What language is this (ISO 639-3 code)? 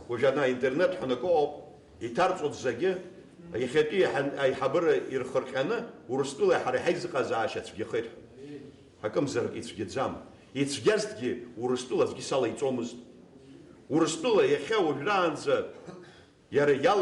abk